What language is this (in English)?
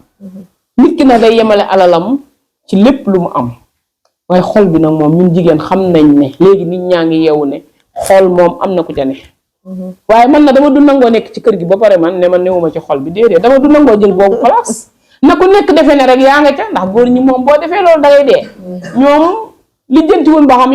Wolof